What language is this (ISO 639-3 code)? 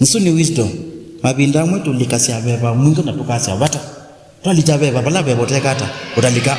kam